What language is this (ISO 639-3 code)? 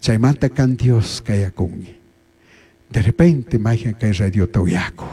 qug